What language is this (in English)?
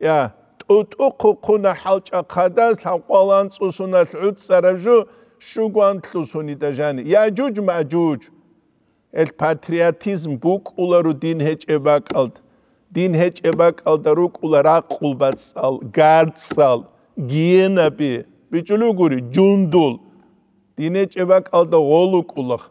Avaric